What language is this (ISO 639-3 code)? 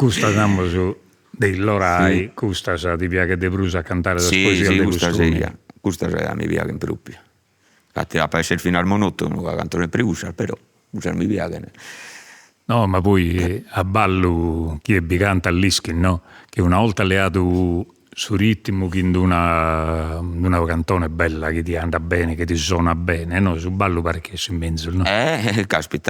srd